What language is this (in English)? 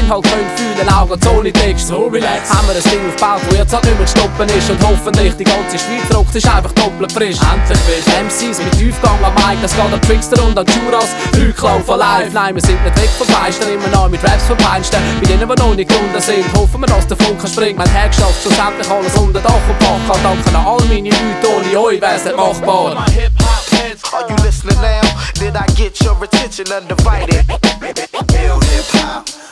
German